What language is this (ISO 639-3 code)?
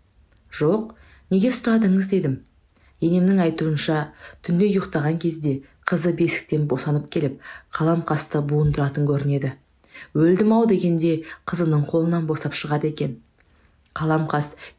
kaz